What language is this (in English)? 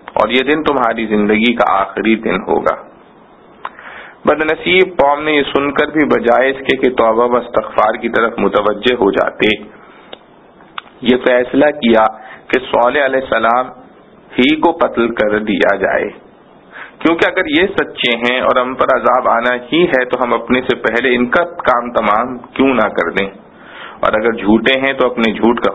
Urdu